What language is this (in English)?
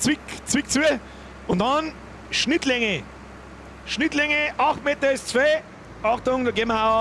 Bavarian